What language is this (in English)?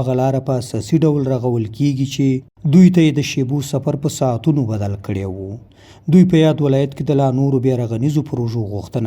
Pashto